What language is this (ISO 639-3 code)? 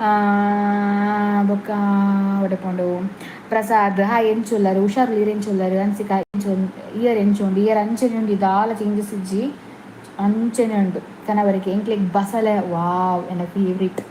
tcy